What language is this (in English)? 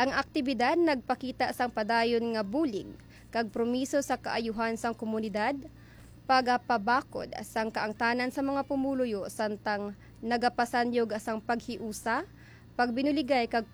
Hiligaynon